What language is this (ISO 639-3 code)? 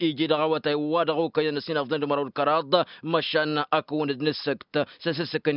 taq